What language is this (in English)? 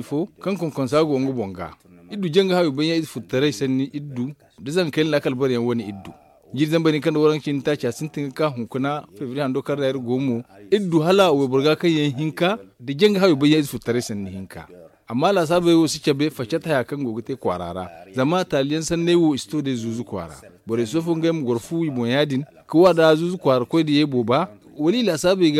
Zarma